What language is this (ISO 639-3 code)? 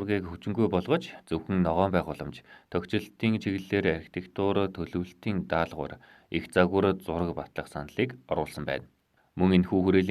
mon